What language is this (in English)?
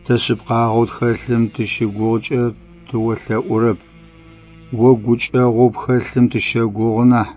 Adyghe